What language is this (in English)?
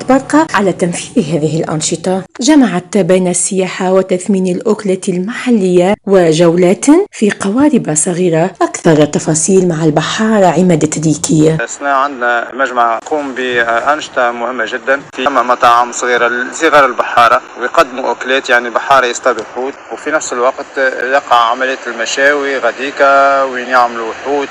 Tunisian Arabic